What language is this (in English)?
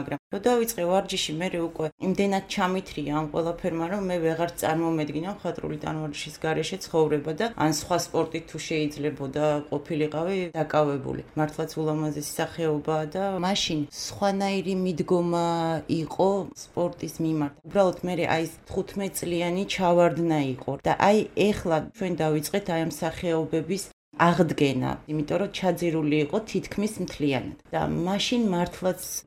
Georgian